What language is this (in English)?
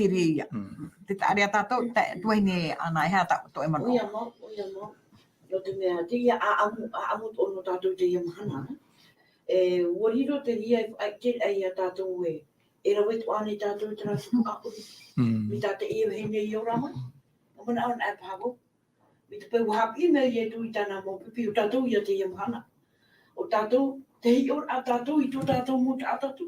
Tahitian